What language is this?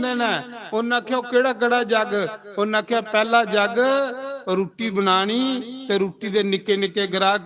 Dogri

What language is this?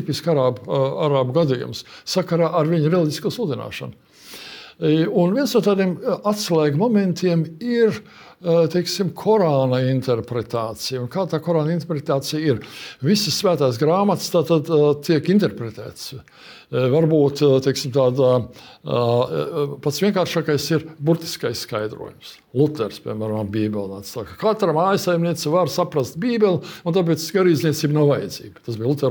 Latvian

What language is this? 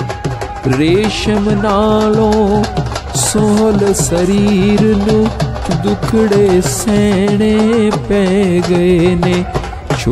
Punjabi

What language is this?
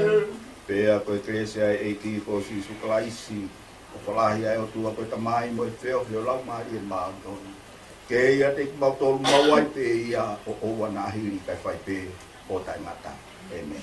Tongan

